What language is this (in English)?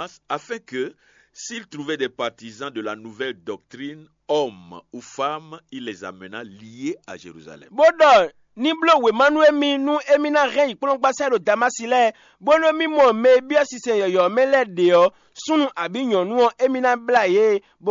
Fon